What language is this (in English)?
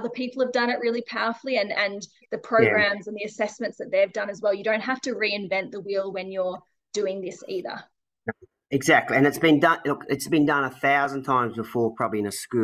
English